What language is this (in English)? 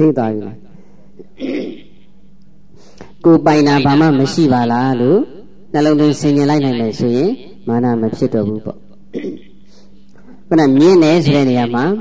Burmese